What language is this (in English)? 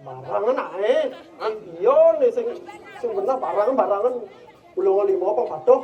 Balinese